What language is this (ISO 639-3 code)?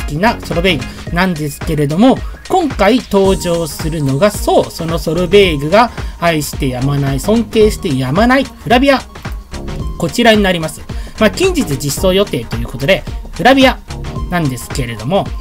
jpn